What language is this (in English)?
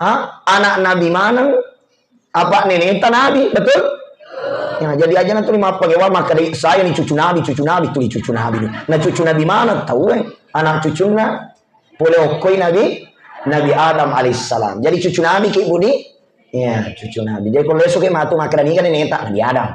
Buginese